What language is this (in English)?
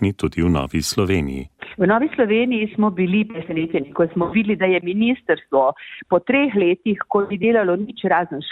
Slovenian